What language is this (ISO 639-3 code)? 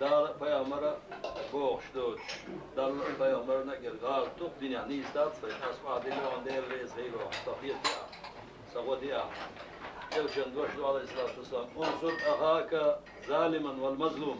che